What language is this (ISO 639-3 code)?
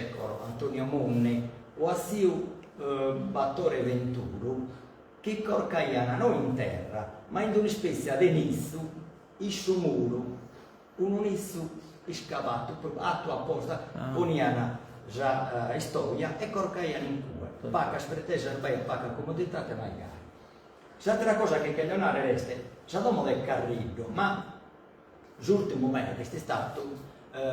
srd